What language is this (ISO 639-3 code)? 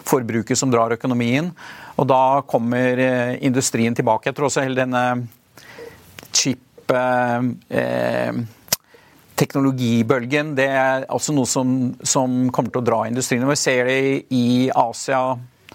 nor